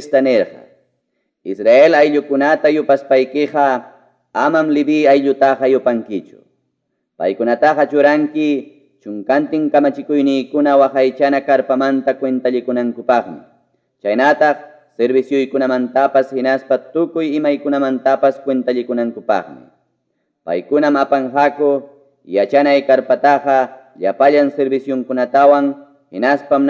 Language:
Ayacucho Quechua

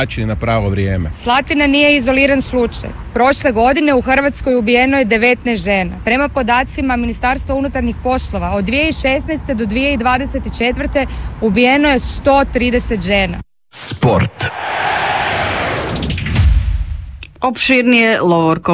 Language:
Croatian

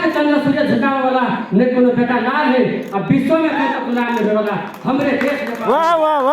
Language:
Magahi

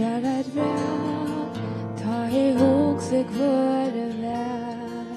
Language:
Faroese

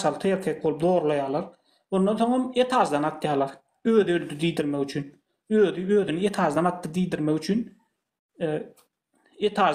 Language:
Turkmen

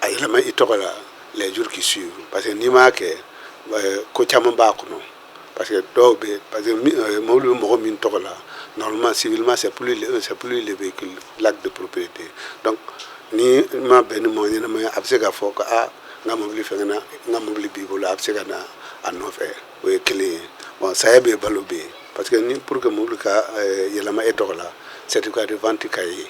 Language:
Bambara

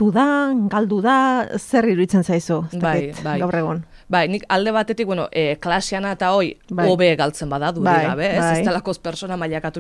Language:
Basque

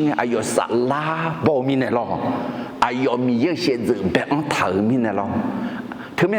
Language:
Akha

